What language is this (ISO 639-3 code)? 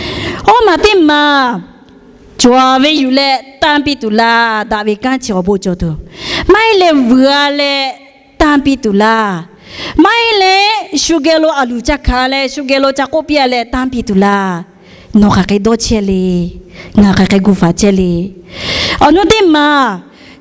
lhu